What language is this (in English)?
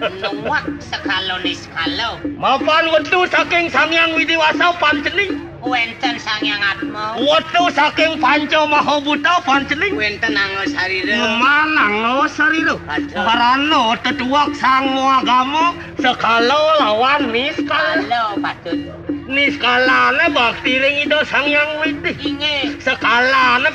Balinese